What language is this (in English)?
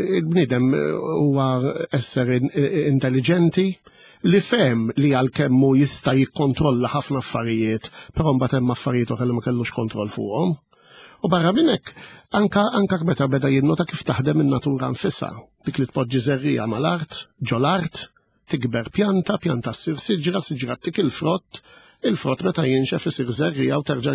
Maltese